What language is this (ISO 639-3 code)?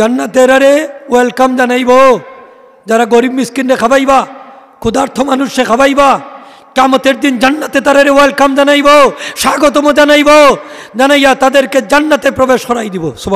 syl